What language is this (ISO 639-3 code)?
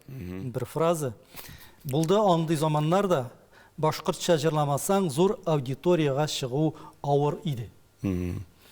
tat